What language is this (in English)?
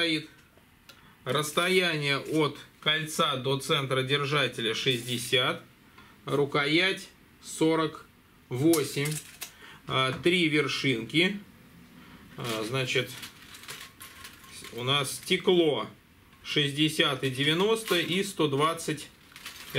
Russian